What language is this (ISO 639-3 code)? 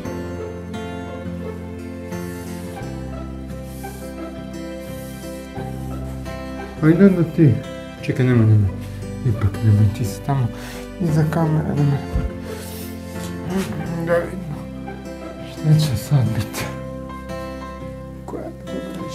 hrv